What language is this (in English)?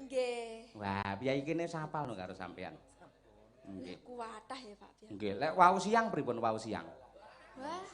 Javanese